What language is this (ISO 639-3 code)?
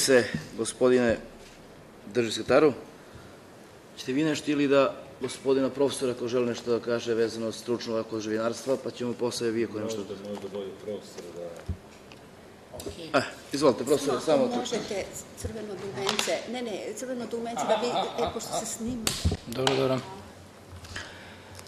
srp